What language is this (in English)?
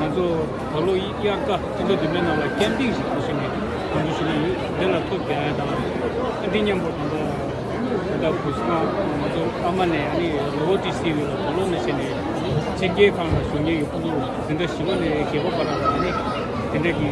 Tibetan